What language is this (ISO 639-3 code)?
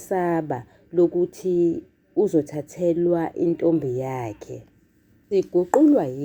zul